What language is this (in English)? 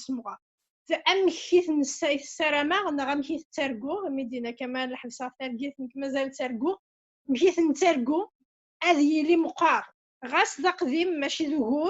Kabyle